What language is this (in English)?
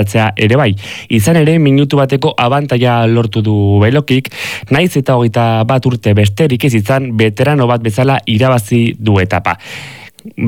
Basque